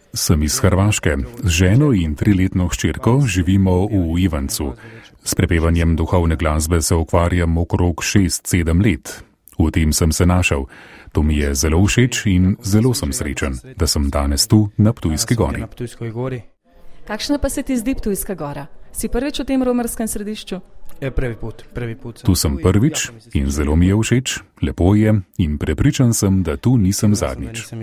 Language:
Slovenian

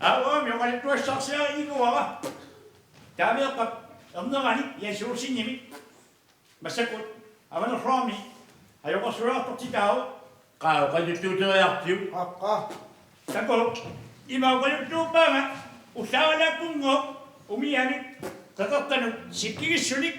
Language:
Kalaallisut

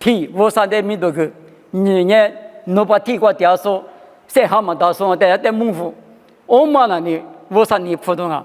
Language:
Lisu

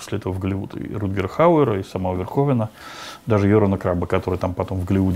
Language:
Russian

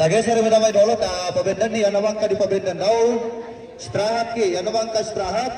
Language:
Toraja-Sa'dan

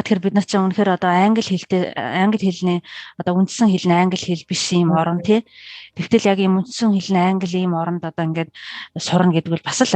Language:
Mongolian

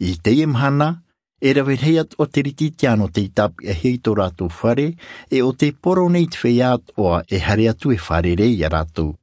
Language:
Tahitian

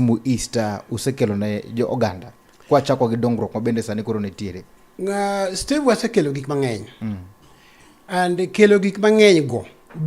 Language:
Luo (Kenya and Tanzania)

